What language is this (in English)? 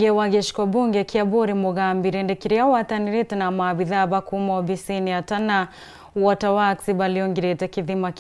Meru